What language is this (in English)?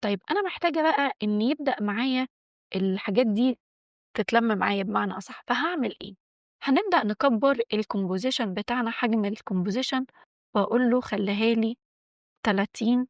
Egyptian Arabic